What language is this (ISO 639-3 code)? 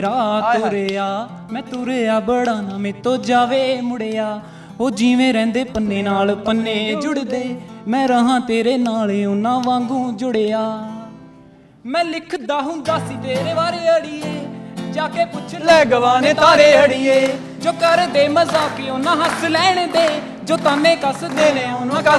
pan